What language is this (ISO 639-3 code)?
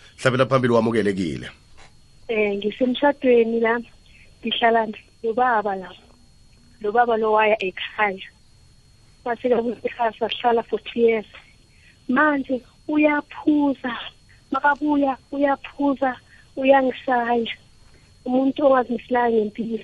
nbl